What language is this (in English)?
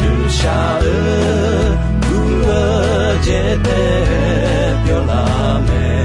Akha